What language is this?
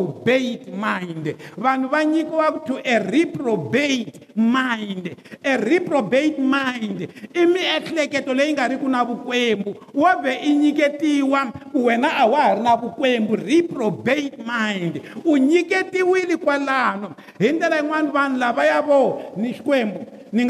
Tsonga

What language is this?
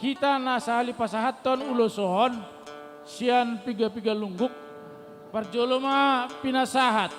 Batak Simalungun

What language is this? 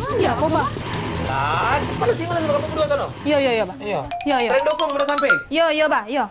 Musi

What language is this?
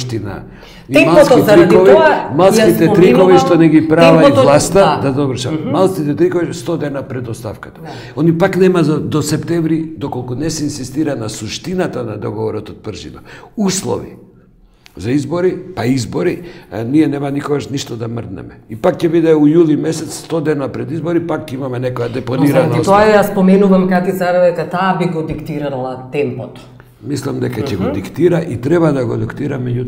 Macedonian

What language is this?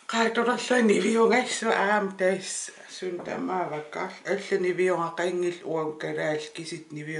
Kalaallisut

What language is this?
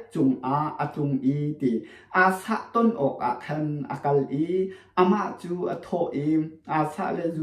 Hakha Chin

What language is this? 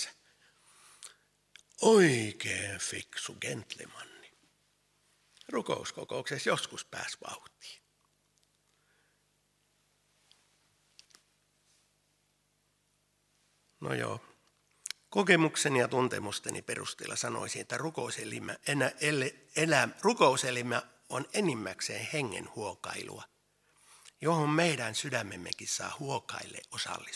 Finnish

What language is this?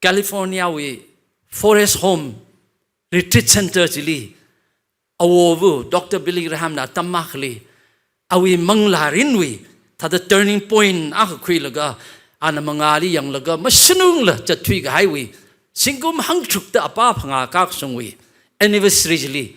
Tangkhul Naga (India)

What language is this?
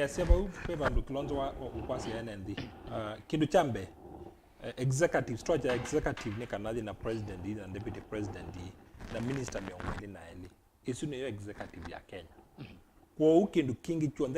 Kamba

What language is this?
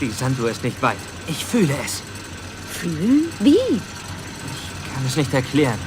Bavarian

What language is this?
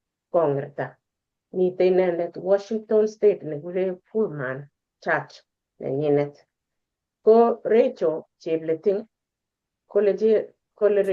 Kalenjin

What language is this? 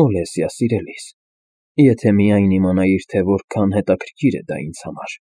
Armenian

